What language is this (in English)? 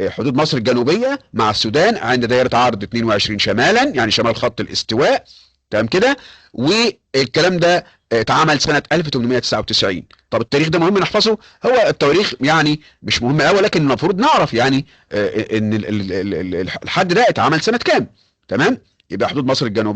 Egyptian Arabic